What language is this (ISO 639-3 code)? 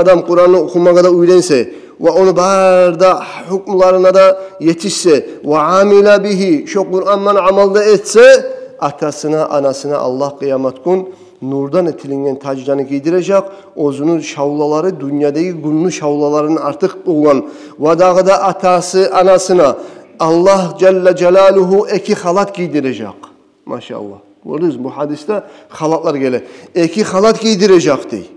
kum